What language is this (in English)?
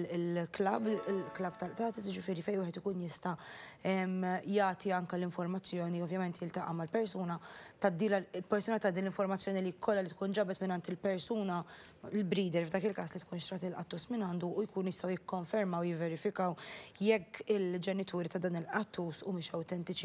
Maltese